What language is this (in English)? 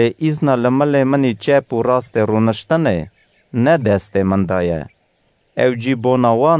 Kurdish